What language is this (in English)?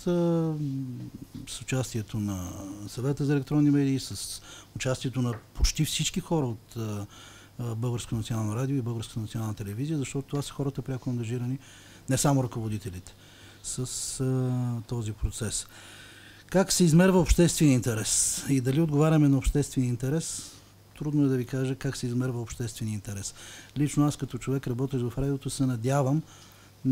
Bulgarian